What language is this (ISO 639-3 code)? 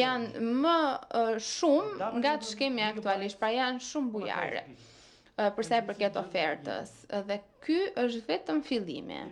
sqi